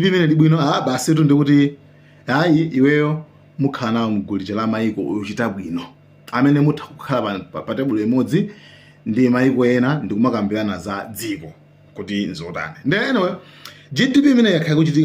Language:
Nyanja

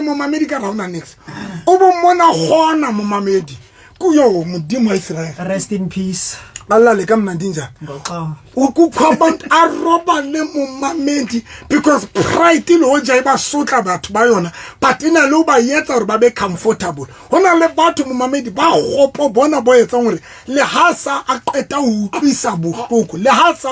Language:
Southern Sotho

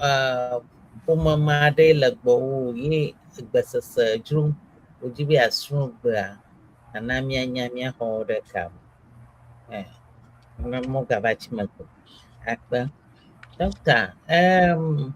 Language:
Ewe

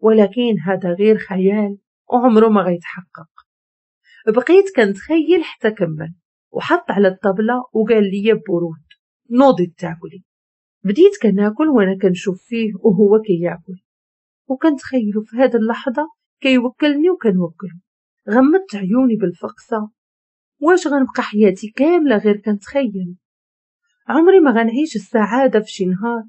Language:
Moroccan Arabic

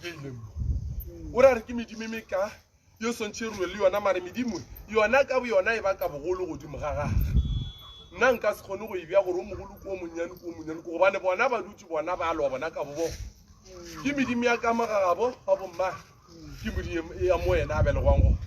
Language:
Northern Sotho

